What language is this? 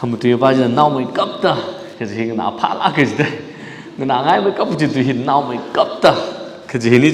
Tangkhul Naga (India)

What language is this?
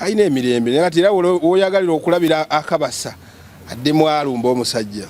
Ganda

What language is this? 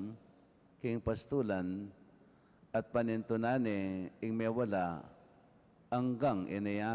Pampanga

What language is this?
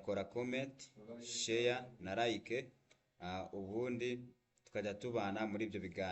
Kinyarwanda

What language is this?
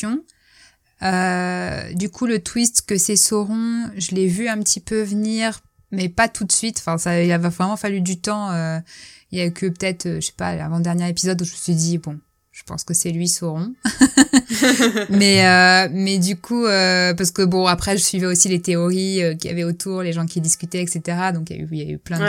French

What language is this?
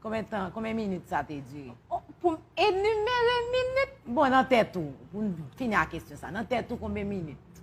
Haitian Creole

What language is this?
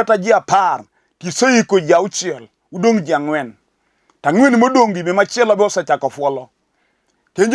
Luo (Kenya and Tanzania)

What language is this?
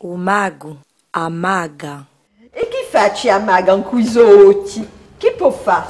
Corsican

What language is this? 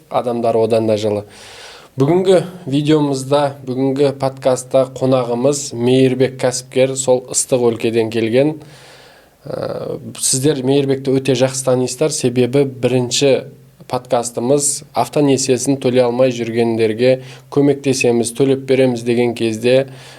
Kazakh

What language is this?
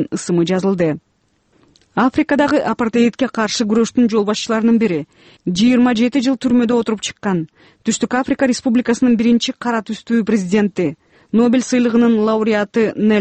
Kyrgyz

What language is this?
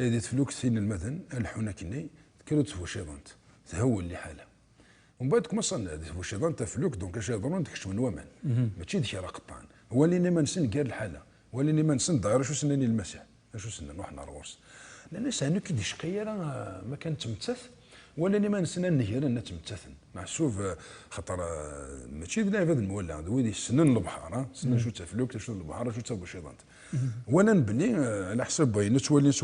Kabyle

